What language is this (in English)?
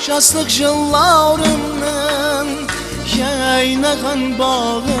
Kara-Kalpak